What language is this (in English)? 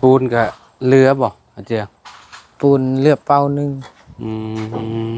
Lao